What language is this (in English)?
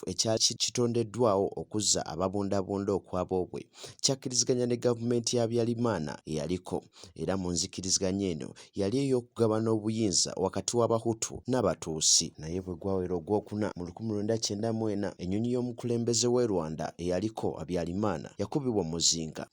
Ganda